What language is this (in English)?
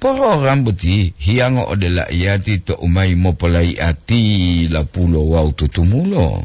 Gorontalo